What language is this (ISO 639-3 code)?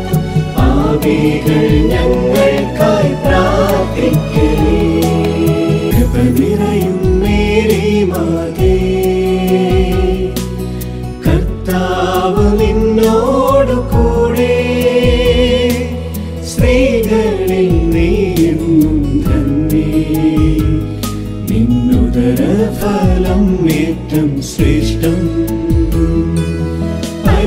mal